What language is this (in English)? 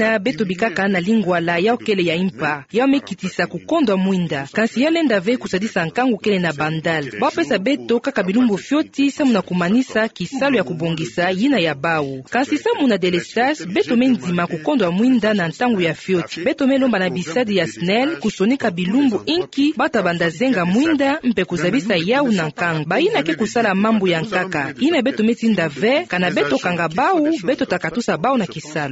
Kituba (Democratic Republic of Congo)